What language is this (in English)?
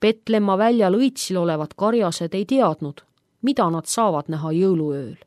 Estonian